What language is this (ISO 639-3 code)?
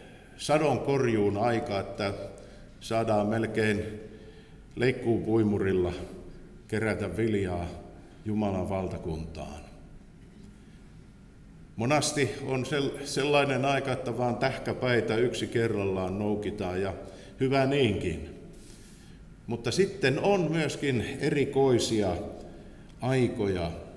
fin